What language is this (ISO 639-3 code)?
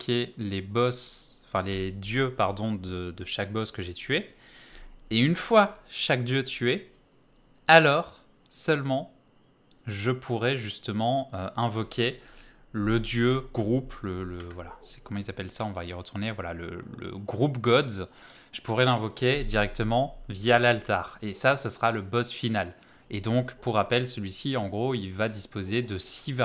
fra